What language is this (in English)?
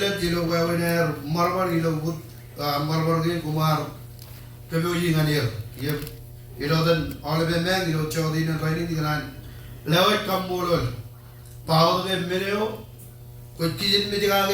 Marshallese